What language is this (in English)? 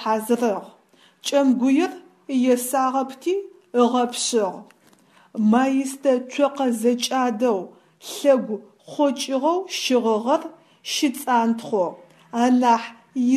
Adyghe